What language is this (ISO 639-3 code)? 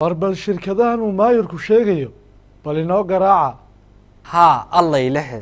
som